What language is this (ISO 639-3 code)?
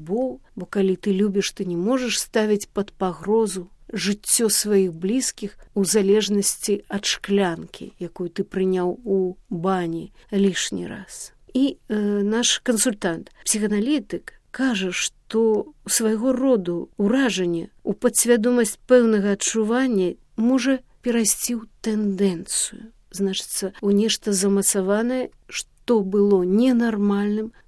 bel